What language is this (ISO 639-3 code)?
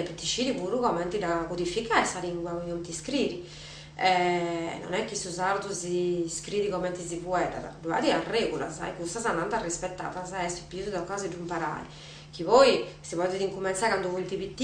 srd